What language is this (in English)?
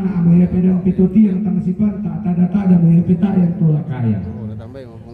Toraja-Sa'dan